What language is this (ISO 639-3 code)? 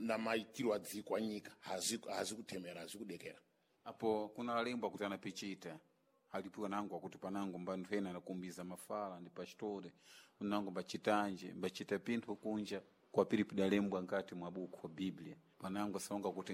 seh